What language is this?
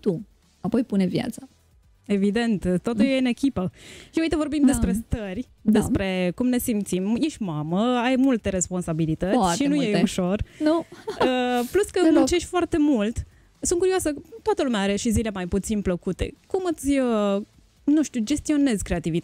Romanian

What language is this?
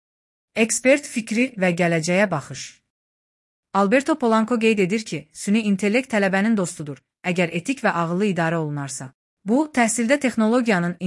Azerbaijani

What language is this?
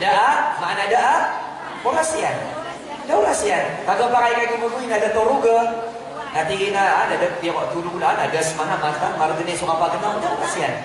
Maranao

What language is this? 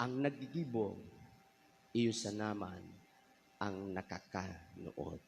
Bikol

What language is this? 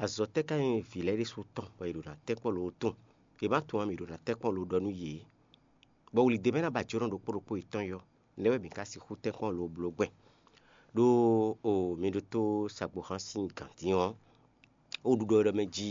Fon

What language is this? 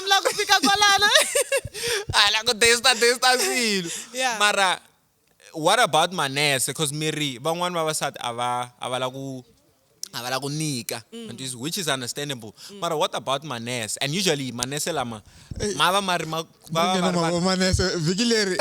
Tsonga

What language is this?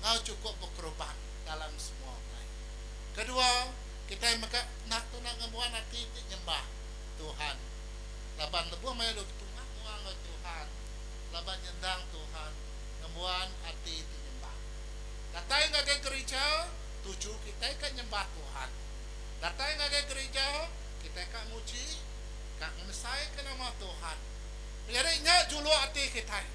Iban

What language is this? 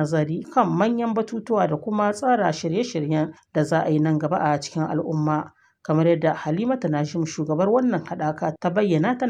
Hausa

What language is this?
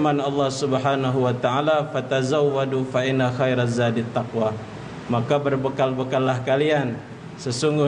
Musi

